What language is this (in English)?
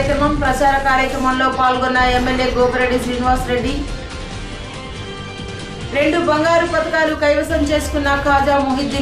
Telugu